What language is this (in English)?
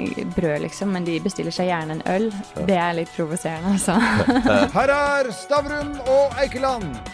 Norwegian